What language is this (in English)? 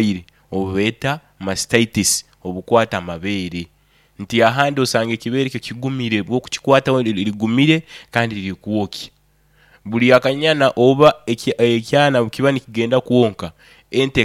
Nyoro